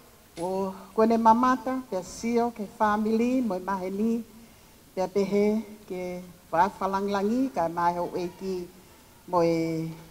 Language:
Tongan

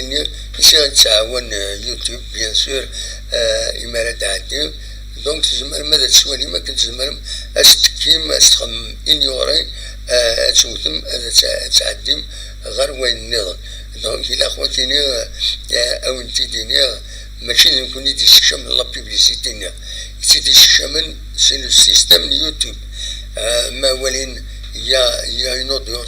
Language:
Kabyle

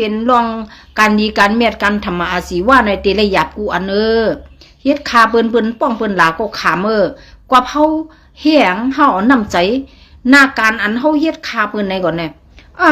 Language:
Shan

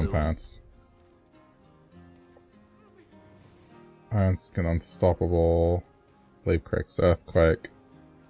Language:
English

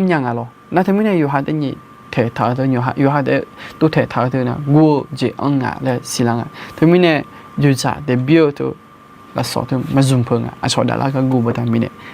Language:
Akha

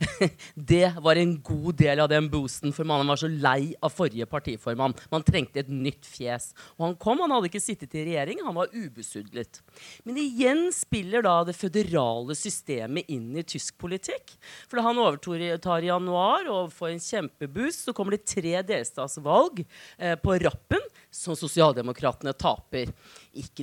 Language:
Norwegian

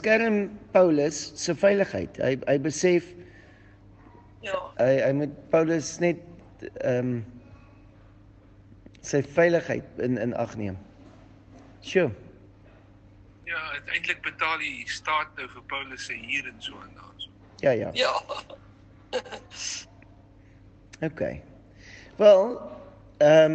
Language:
Afrikaans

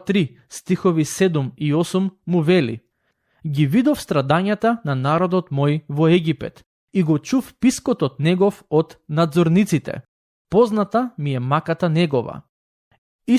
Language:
Macedonian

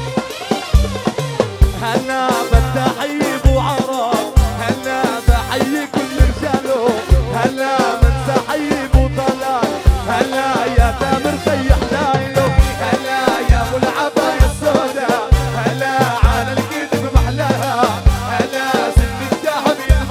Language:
South Levantine Arabic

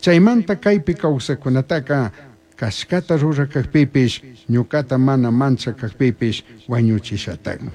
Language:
Chimborazo Highland Quichua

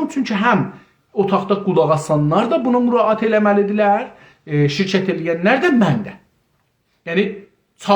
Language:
South Azerbaijani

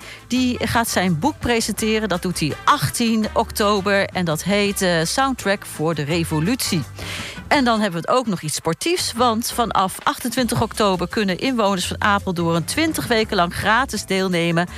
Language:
Dutch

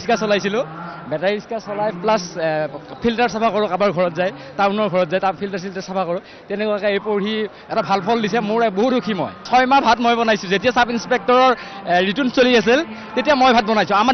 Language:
Assamese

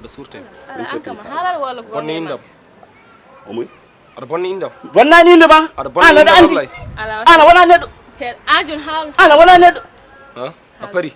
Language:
Fula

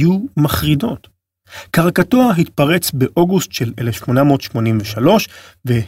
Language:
Hebrew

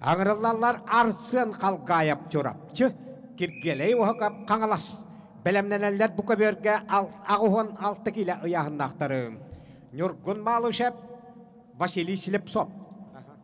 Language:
Yakut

